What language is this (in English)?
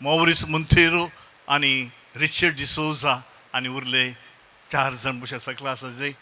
Konkani